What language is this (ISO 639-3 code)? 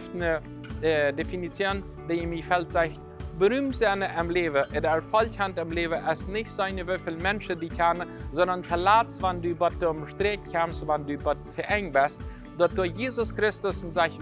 pdt